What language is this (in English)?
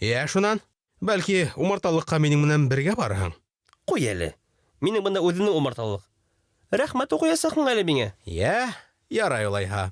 Bashkir